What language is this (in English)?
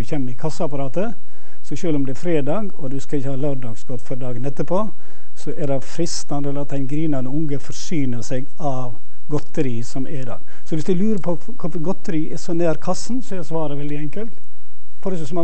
Norwegian